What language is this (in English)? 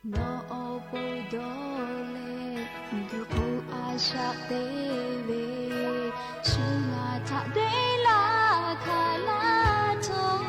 Lahu